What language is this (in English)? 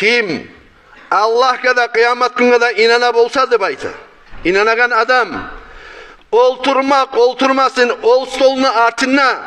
Kumyk